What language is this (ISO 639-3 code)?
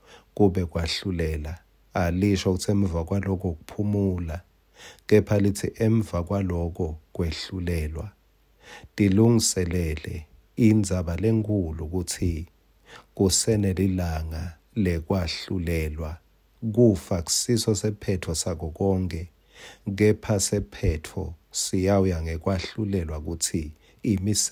ssw